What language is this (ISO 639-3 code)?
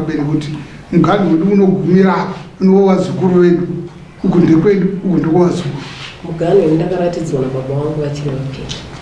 sna